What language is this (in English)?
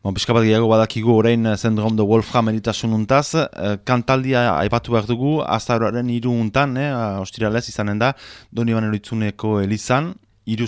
Basque